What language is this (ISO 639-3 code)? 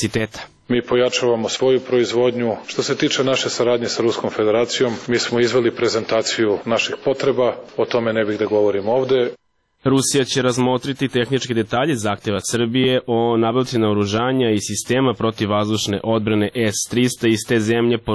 srp